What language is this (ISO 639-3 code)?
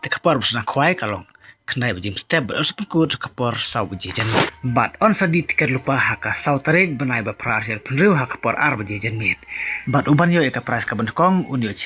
kha